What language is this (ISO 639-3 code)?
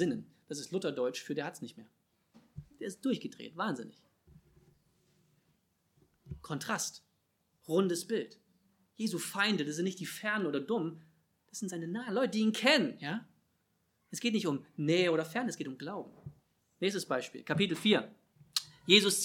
deu